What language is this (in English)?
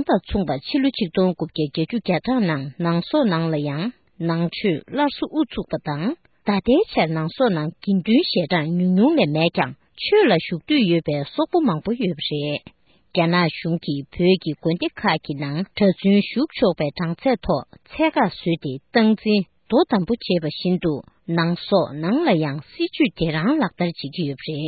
Tibetan